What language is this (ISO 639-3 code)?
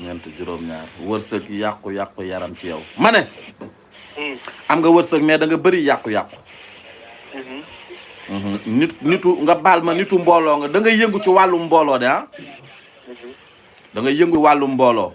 wol